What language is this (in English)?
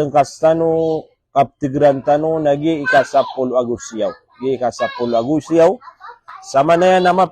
Maranao